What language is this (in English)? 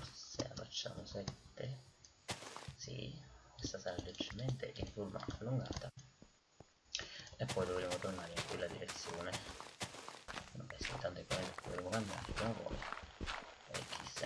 Italian